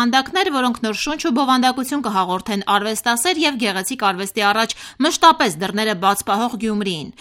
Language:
Armenian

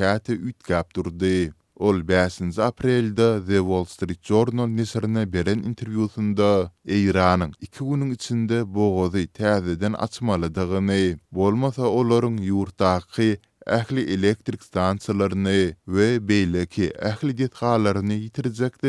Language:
Turkmen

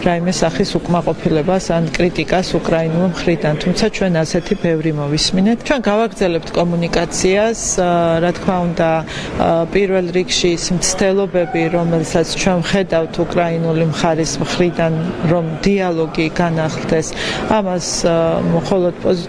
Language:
Georgian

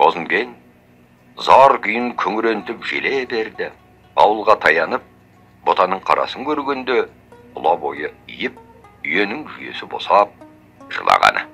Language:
Kazakh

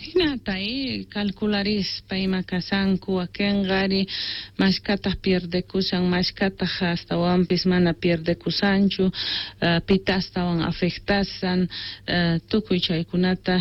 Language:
Quechua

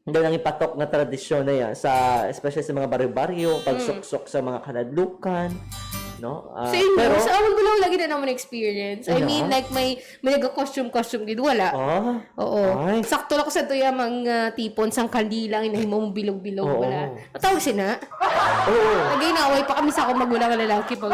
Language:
Hiligaynon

